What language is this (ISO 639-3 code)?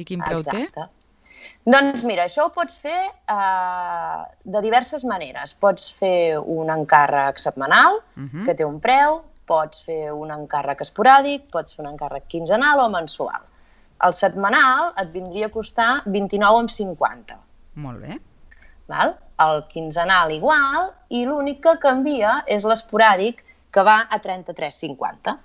cat